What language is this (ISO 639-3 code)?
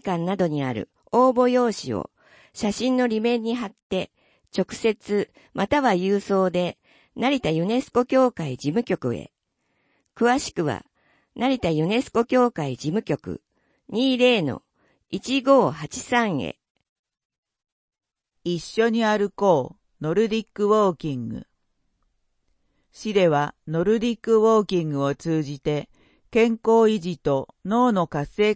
jpn